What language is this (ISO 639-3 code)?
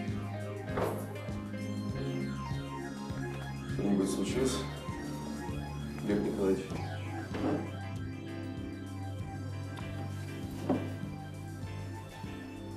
rus